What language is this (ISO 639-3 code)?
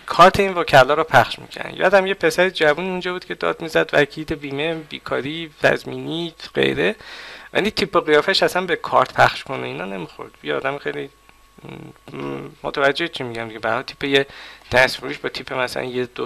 fas